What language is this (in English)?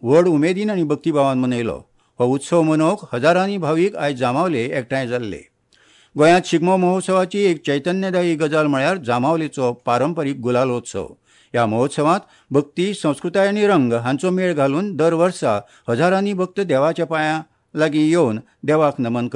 Konkani